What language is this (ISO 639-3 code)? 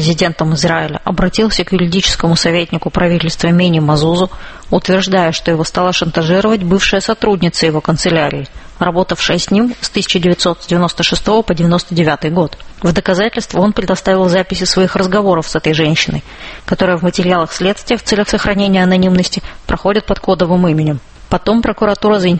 rus